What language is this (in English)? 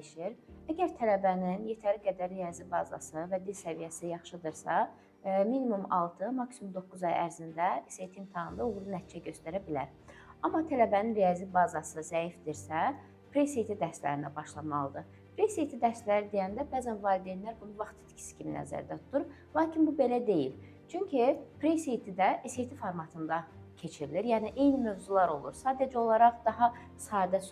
Azerbaijani